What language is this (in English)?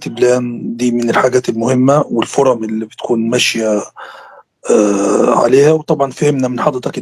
Egyptian Arabic